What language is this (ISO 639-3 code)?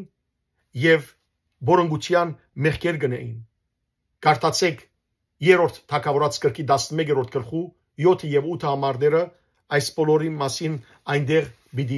hyw